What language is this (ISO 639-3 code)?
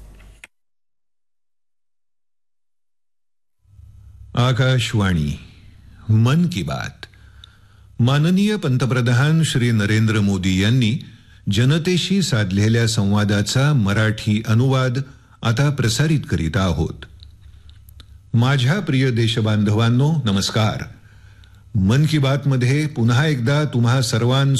mar